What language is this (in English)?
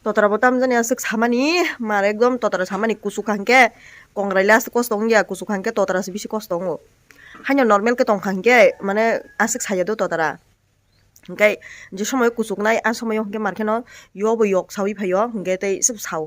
Kok Borok